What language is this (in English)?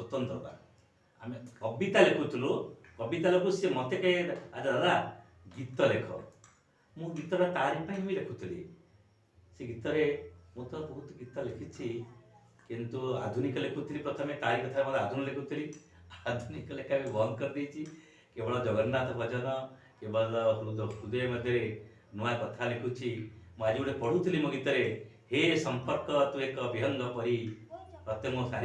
Odia